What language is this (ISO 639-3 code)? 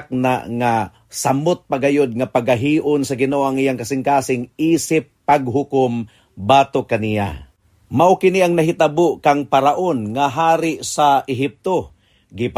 ceb